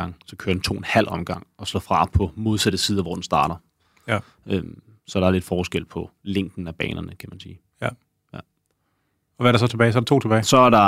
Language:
Danish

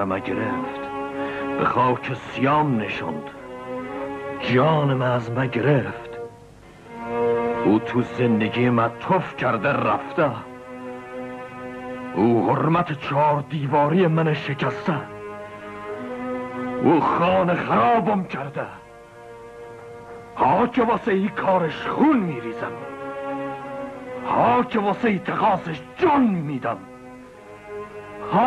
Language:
Persian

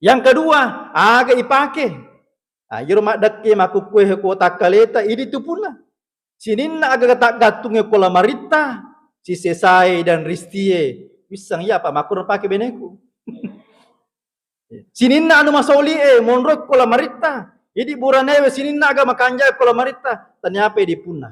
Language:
Buginese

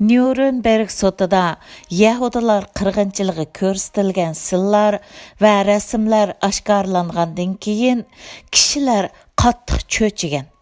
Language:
Uyghur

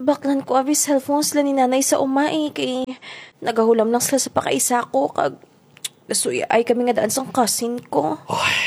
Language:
Hiligaynon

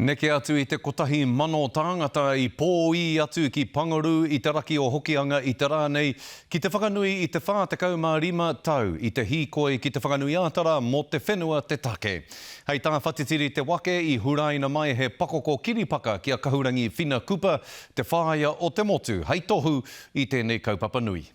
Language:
Māori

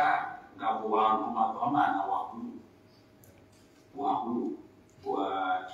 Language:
Swahili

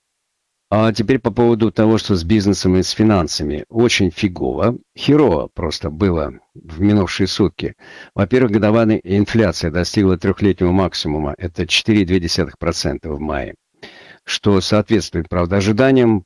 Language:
Russian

